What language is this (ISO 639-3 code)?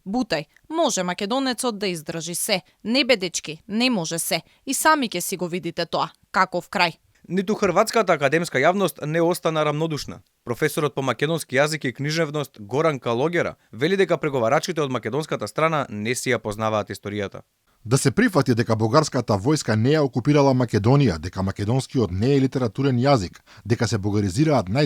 mkd